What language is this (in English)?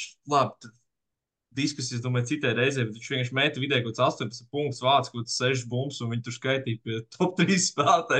Latvian